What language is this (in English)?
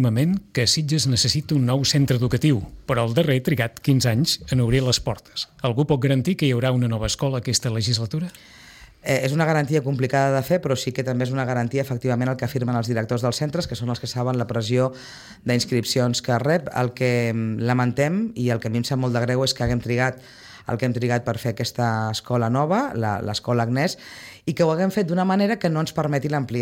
Catalan